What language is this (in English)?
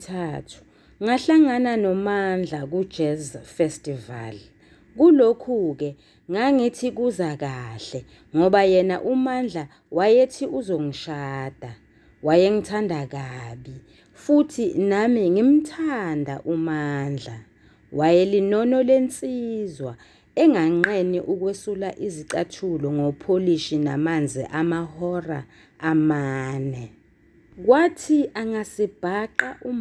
Zulu